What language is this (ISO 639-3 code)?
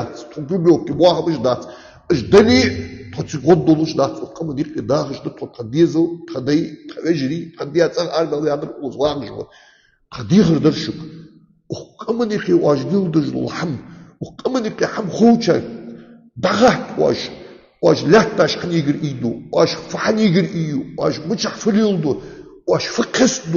inh